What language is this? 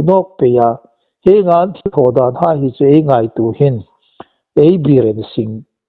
Hmar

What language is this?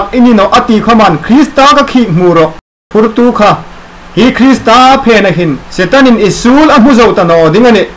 Hmar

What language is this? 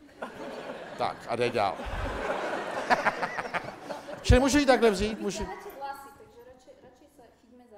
Czech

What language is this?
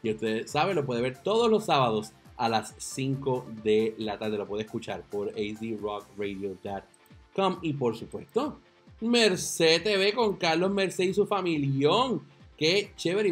Spanish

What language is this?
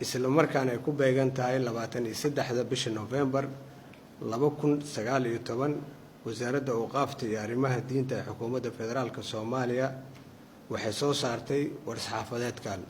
Somali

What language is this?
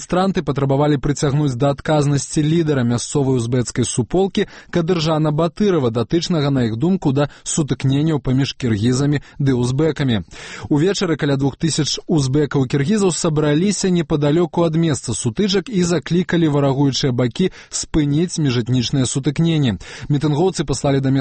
Belarusian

